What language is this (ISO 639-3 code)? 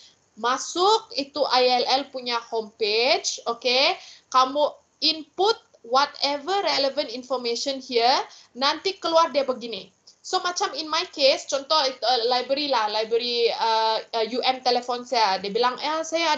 msa